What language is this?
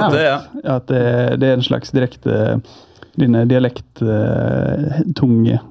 Norwegian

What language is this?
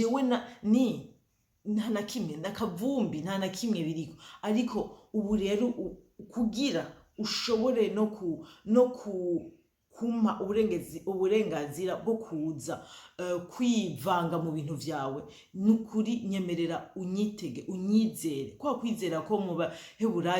Rundi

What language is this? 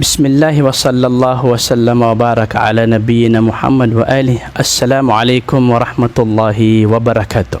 Maranao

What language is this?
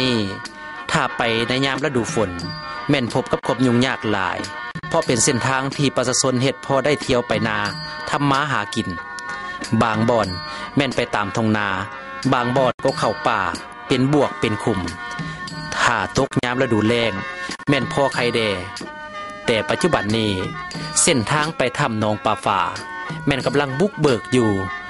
Lao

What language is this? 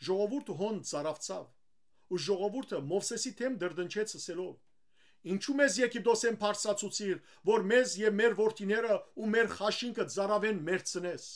Western Armenian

